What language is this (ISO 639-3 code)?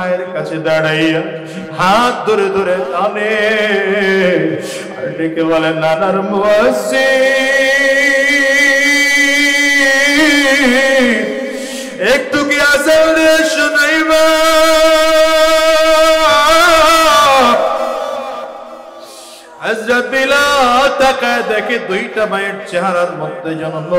ben